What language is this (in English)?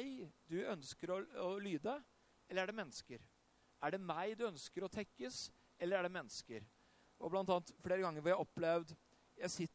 Norwegian